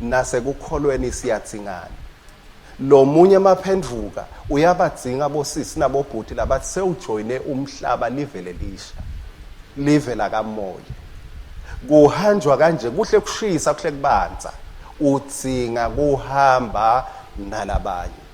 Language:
Swati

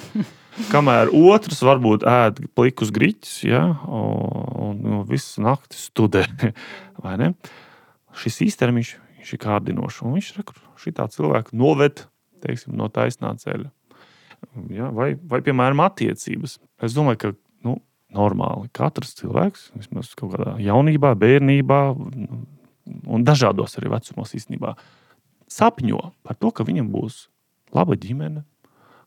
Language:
Latvian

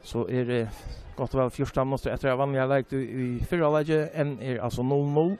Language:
Faroese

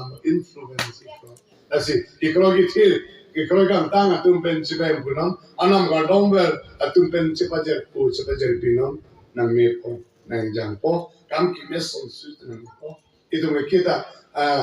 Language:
Karbi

